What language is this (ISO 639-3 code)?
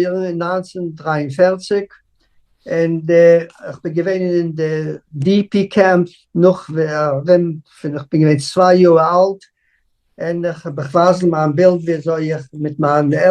yid